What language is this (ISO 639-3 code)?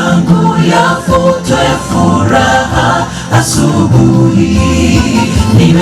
guz